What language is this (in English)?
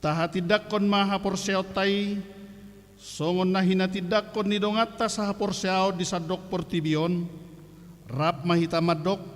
Batak Toba